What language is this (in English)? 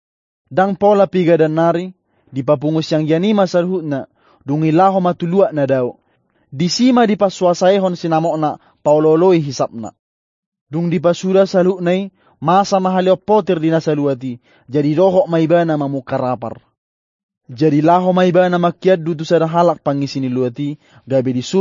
Batak Toba